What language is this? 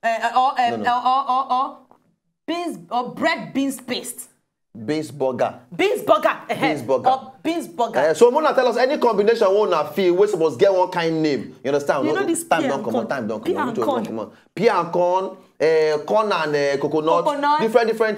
Nigerian Pidgin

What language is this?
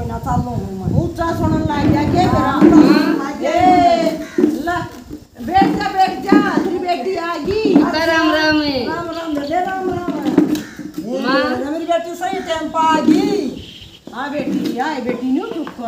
Haryanvi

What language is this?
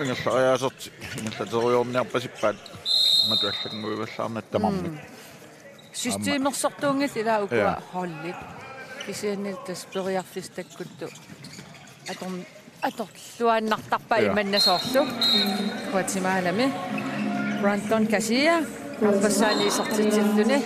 Kalaallisut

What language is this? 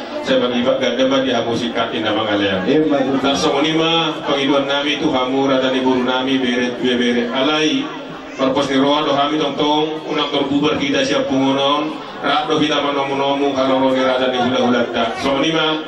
Batak Toba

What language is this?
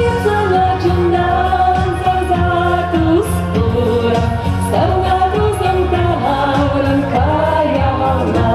Chuvash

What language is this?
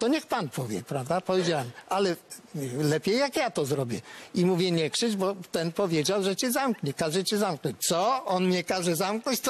Polish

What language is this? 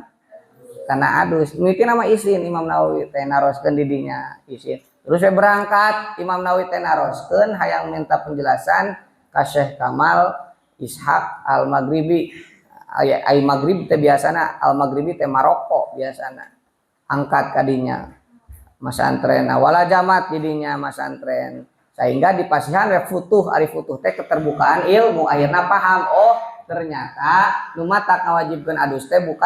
Sundanese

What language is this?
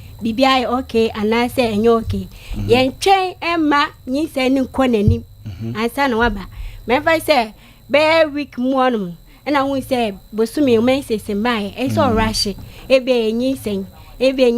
Akan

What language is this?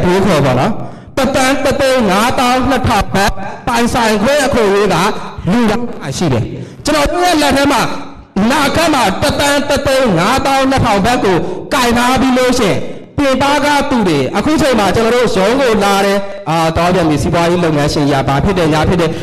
Burmese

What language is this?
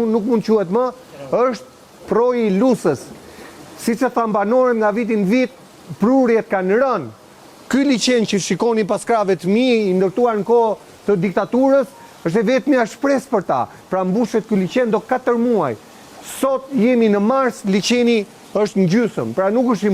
Albanian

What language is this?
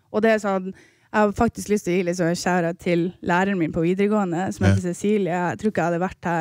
Norwegian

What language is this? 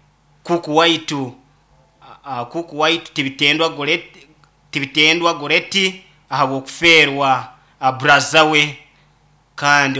Nyoro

